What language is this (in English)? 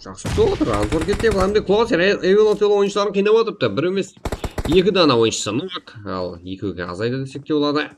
Kara-Kalpak